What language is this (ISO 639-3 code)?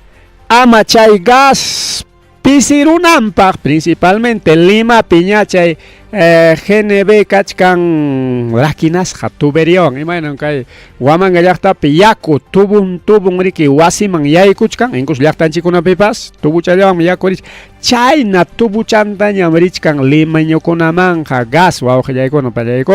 quy